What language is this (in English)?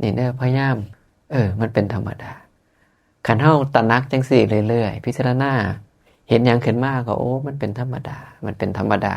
Northeastern Thai